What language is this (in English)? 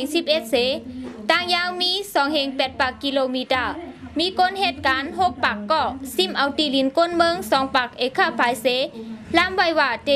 Shan